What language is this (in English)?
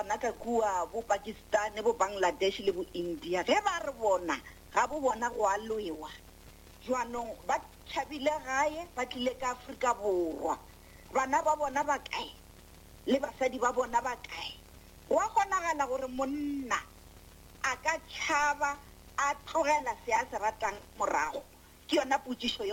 Northern Sotho